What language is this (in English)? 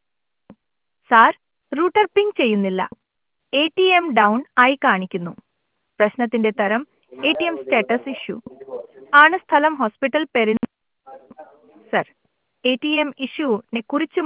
Malayalam